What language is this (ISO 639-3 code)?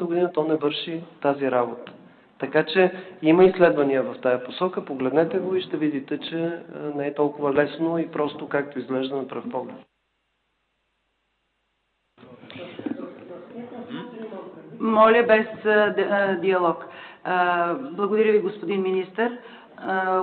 bul